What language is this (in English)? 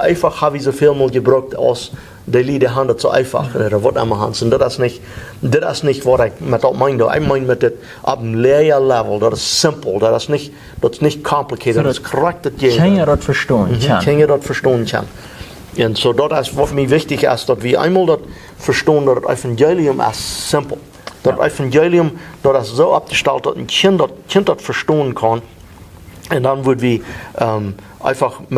Plautdietsch